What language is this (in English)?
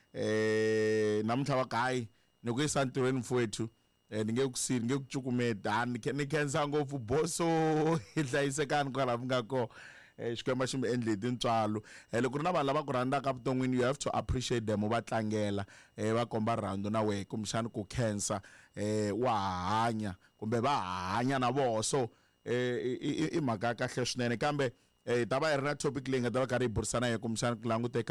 Tsonga